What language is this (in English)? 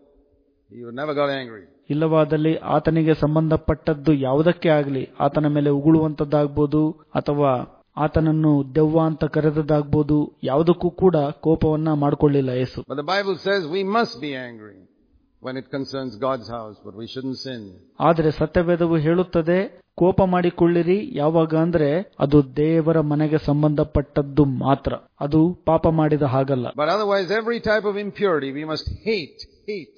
Kannada